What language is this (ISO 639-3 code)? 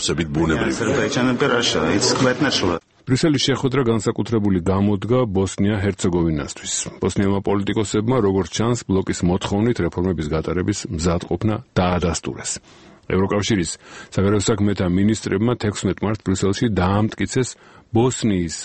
kat